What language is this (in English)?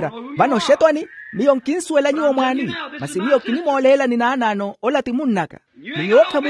Makhuwa